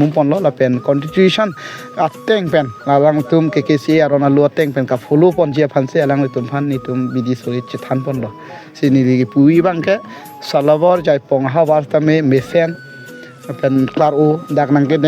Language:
Karbi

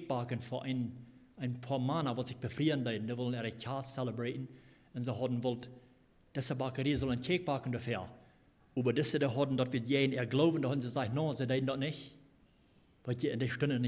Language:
Plautdietsch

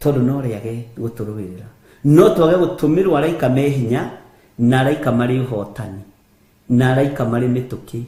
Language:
Kikuyu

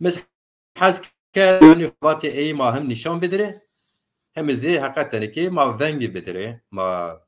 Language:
Zaza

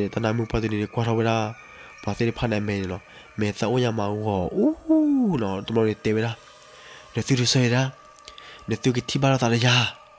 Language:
S'gaw Karen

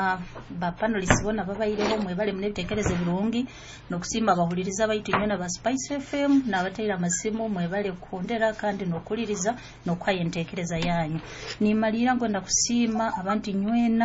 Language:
Nyoro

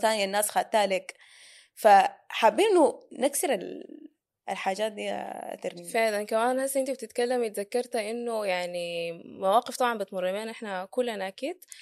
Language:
Sudanese Arabic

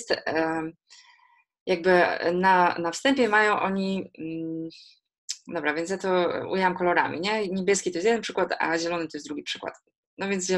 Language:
Polish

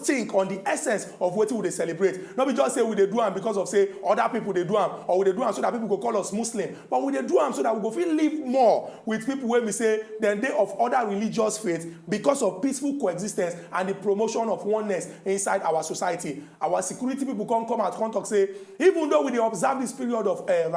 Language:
Nigerian Pidgin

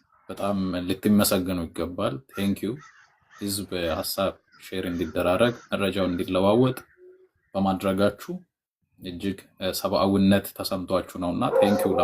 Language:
Amharic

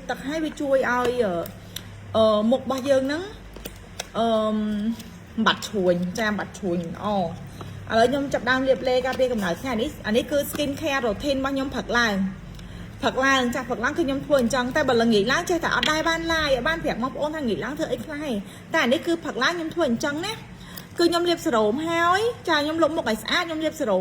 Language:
Khmer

